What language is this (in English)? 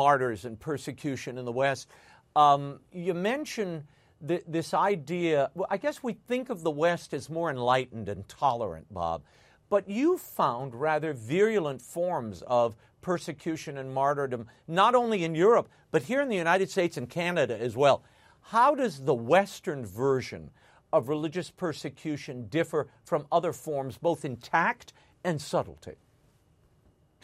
English